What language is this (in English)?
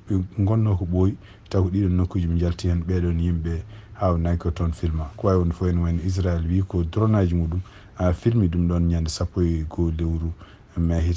Fula